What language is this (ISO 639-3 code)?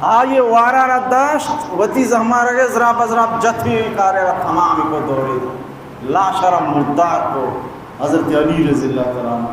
bal